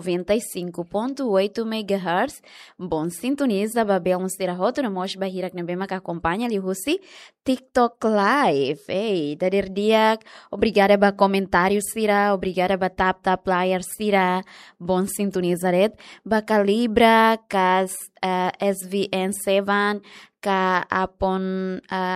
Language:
Tetum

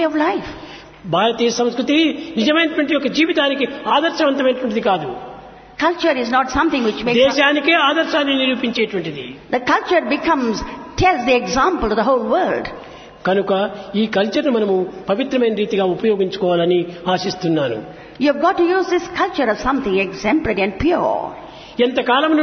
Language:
Telugu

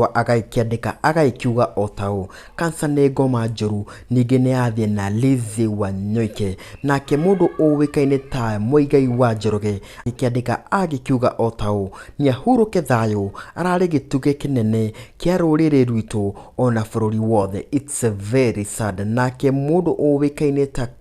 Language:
Kikuyu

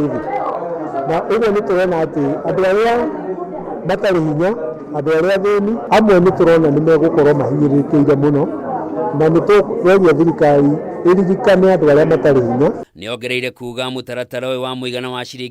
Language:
Kikuyu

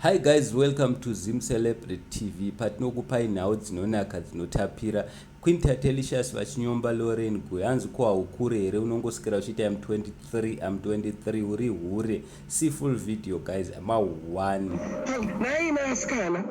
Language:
Shona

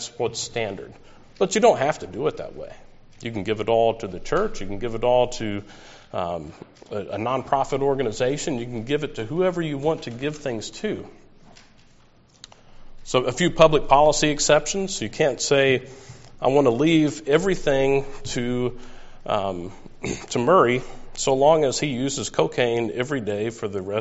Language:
English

